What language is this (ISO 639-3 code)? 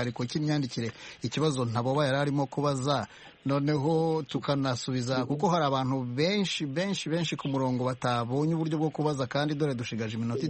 kin